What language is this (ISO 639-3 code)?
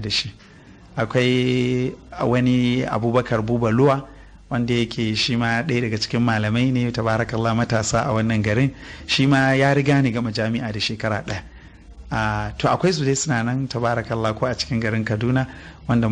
hau